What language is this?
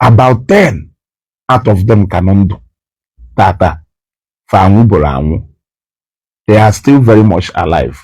Igbo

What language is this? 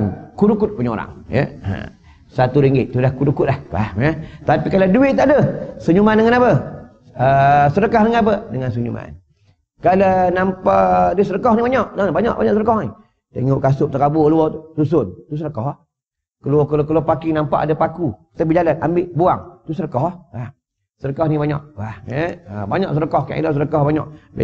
Malay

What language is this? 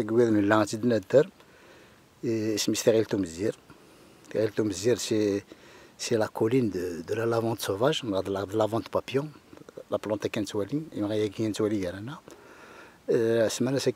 Kabyle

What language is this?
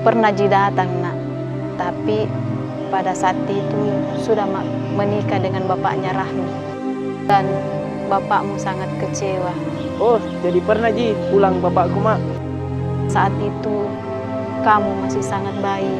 Makassar Malay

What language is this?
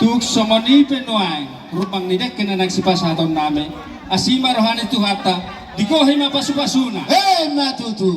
Batak Toba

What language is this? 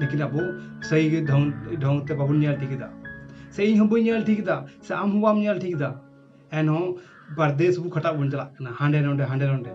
Santali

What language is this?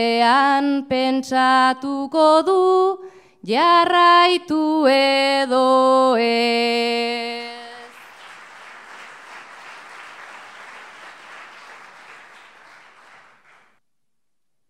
Basque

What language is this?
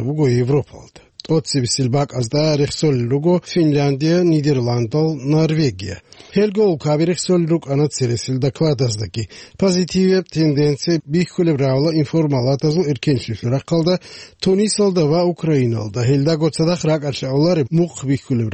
Avaric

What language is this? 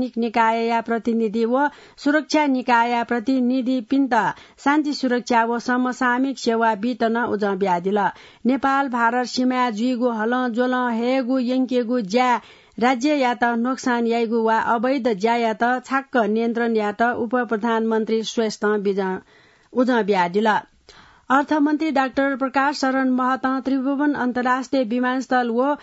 Newari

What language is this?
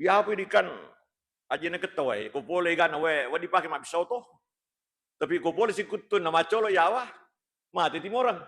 Buginese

